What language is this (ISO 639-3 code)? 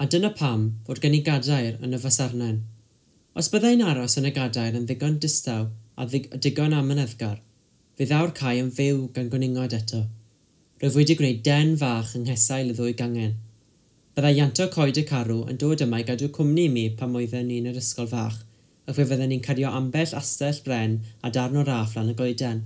cym